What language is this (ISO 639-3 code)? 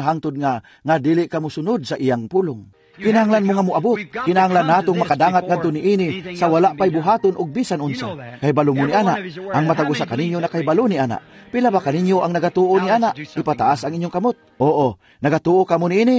ceb